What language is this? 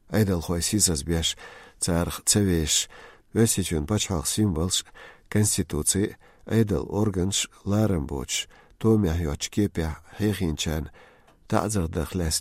Chechen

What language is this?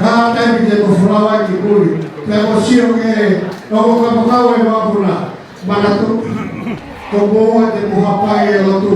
Tongan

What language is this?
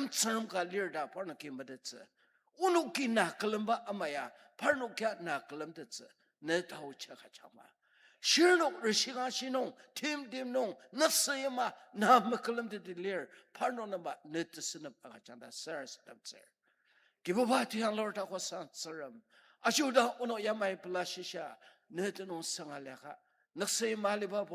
Ao Naga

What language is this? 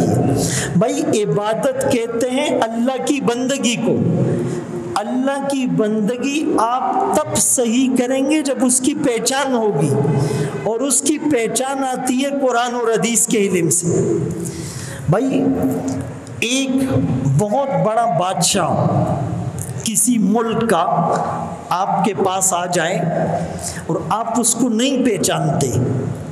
Urdu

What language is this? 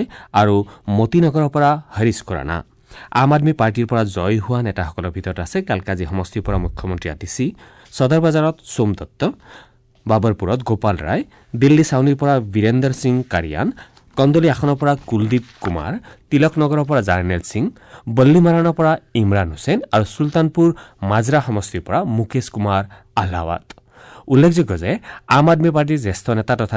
Assamese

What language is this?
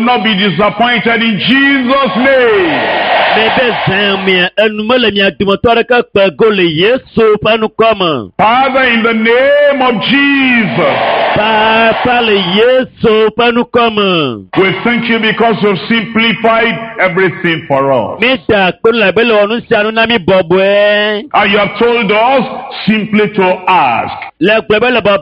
Ewe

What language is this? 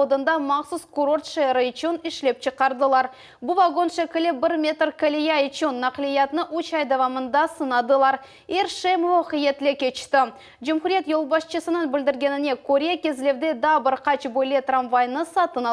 Crimean Tatar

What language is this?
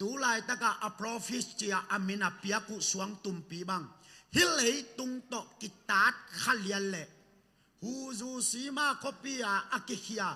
Tedim Chin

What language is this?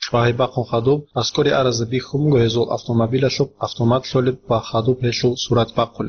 Avaric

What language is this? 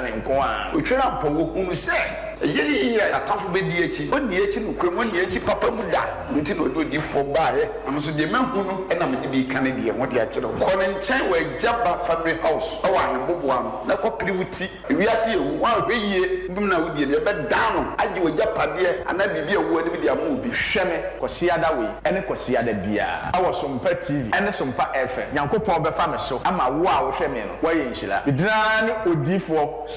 Akan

